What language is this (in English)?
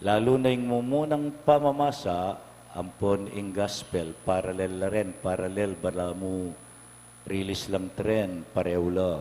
Pampanga